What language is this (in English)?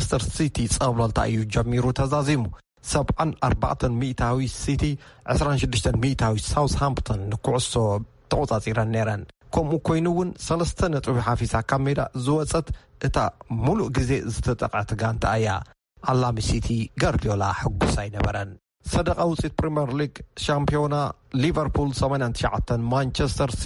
Tigrinya